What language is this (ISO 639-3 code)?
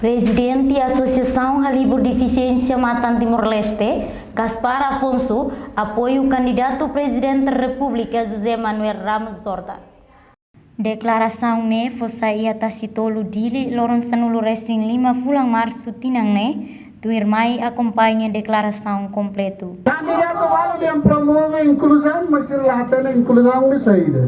tet